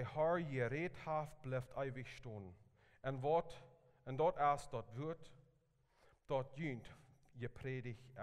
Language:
Plautdietsch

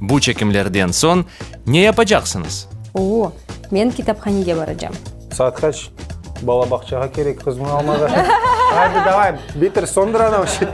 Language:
Crimean Tatar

